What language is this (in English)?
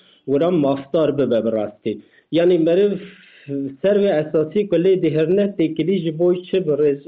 Kurdish